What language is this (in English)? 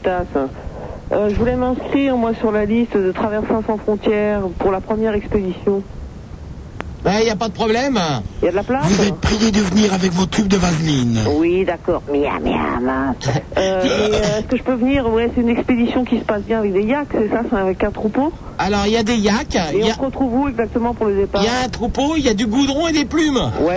French